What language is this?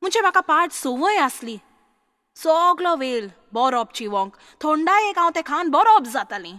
Konkani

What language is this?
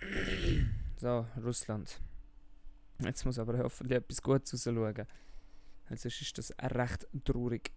Swiss German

